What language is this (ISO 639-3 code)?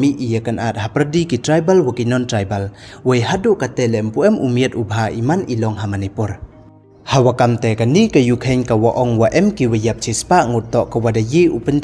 pbv